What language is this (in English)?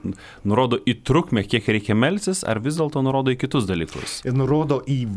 Lithuanian